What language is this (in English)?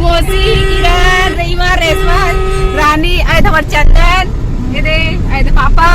Chhattisgarhi